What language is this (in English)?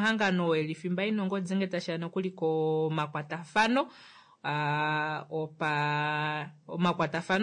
Kuanyama